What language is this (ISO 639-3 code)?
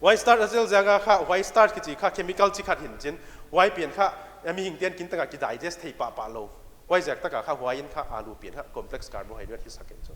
pck